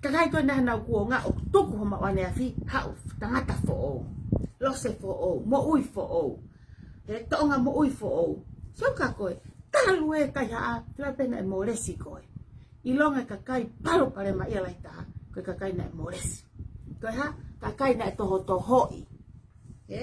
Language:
Tongan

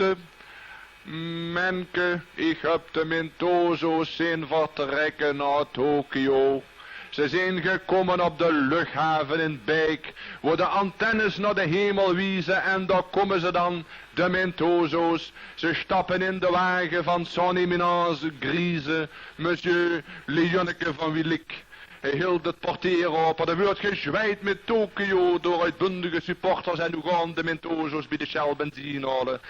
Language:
Limburgish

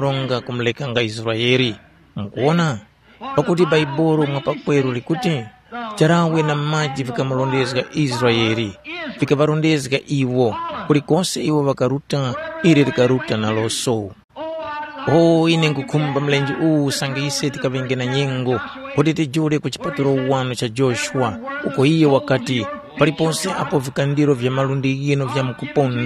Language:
Tumbuka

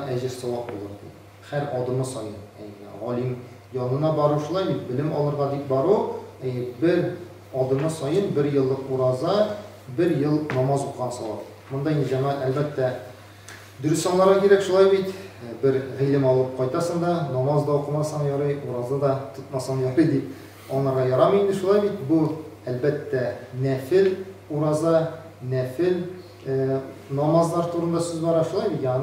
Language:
Tatar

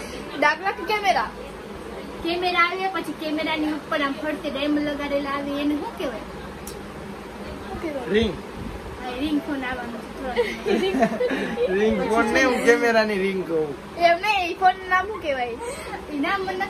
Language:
Gujarati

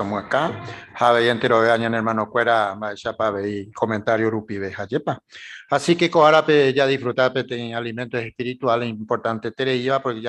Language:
Guarani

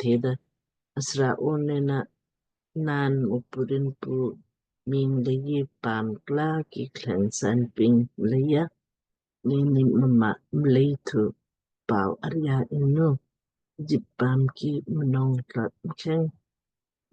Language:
Lamkang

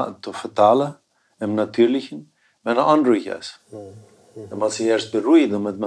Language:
Plautdietsch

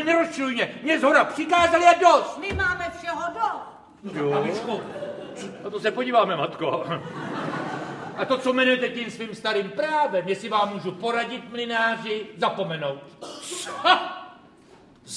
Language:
Czech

